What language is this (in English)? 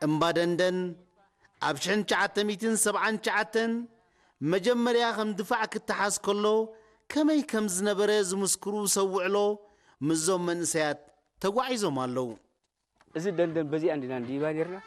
Tigrinya